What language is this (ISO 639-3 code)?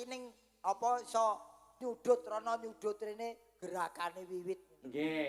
jav